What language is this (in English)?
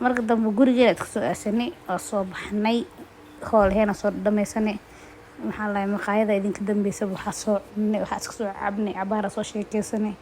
Somali